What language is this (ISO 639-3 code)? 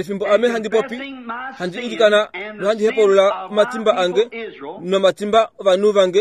kua